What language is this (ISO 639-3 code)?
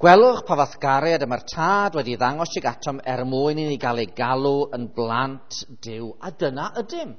cym